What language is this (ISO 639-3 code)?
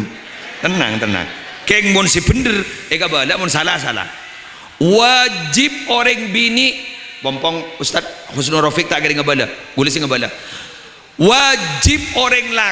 mad